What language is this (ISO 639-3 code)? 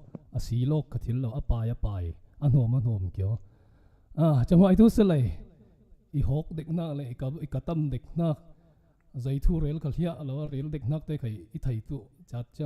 cfm